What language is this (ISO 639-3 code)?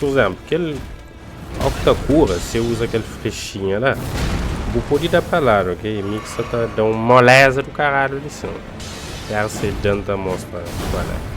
kea